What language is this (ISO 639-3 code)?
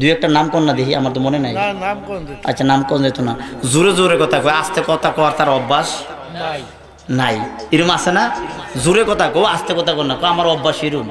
syl